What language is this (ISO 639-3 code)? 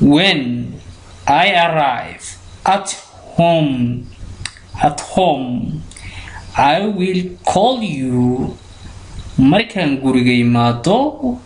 som